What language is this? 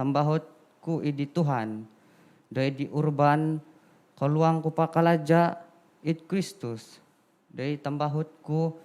Central Dusun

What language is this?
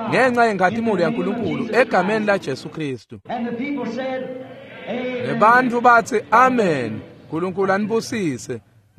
Swati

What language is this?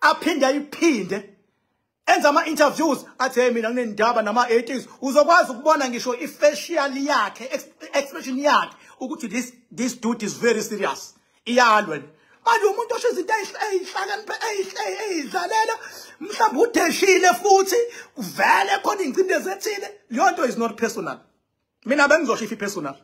Zulu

